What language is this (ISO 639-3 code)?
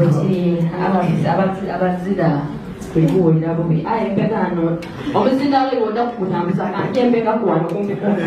xog